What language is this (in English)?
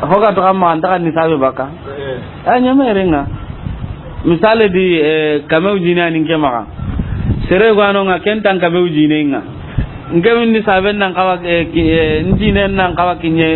Soninke